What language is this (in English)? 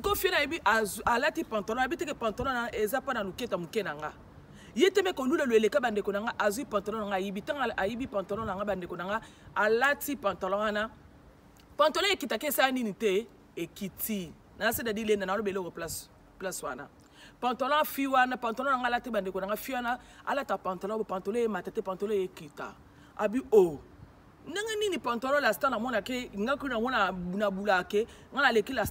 Lingala